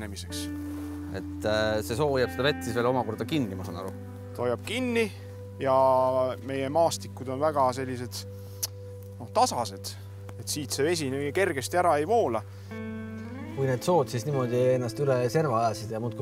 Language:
Estonian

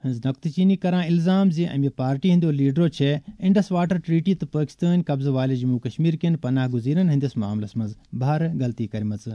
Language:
Kashmiri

